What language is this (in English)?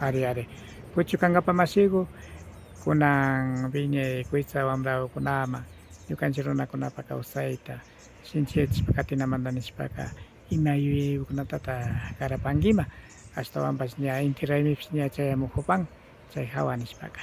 Imbabura Highland Quichua